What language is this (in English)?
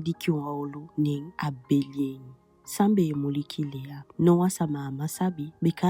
Eastern Maroon Creole